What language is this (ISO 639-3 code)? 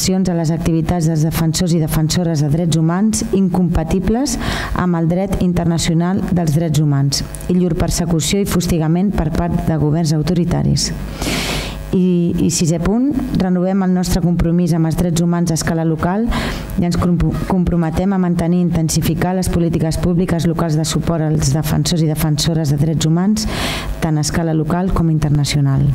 cat